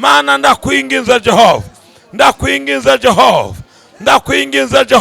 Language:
Rundi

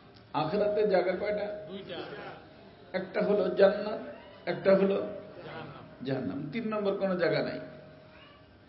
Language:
Bangla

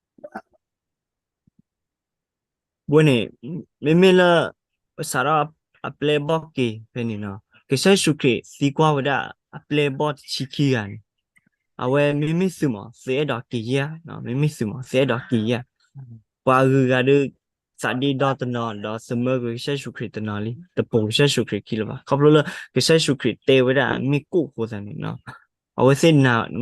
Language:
S'gaw Karen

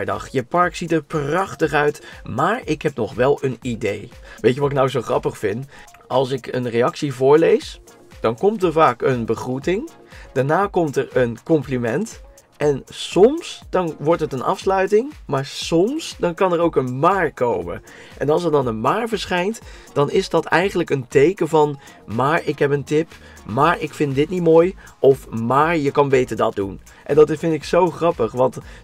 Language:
Dutch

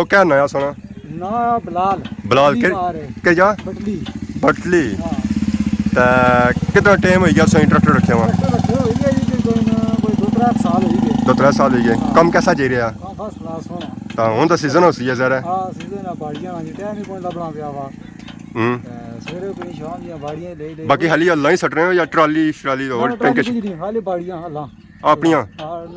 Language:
Pahari-Potwari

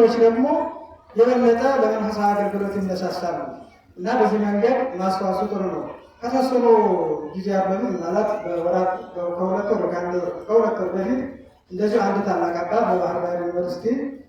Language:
Amharic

